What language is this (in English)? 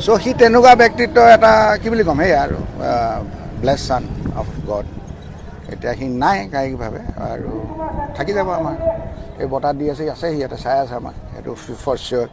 Assamese